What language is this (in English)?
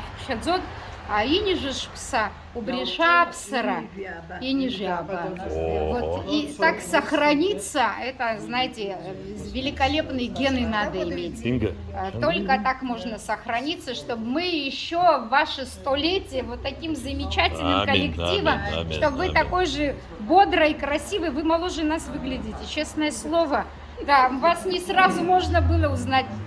Abkhazian